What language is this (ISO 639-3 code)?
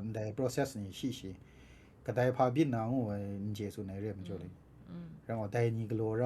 kac